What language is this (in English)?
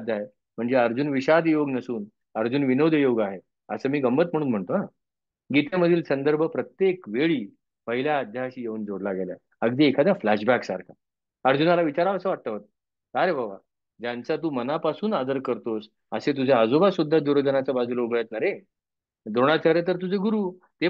Marathi